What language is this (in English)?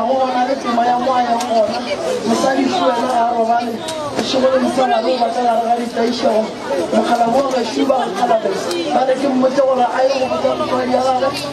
Northern Sotho